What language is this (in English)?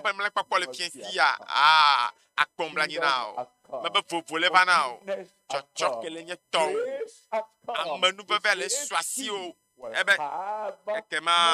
Ewe